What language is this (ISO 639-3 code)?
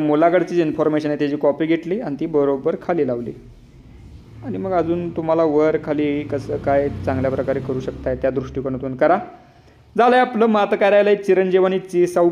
mar